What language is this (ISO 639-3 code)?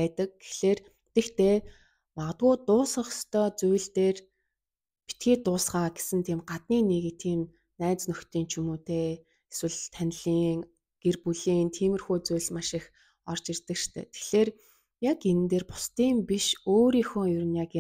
mon